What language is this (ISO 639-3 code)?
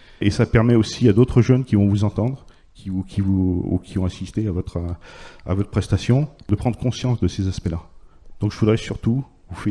fra